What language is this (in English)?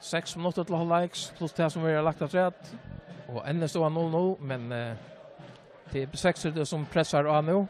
Faroese